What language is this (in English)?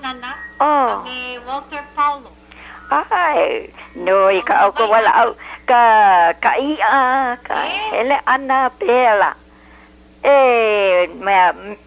Hawaiian